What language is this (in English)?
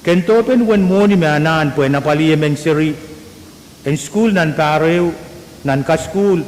Pohnpeian